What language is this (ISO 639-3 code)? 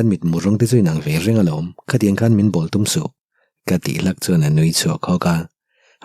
lus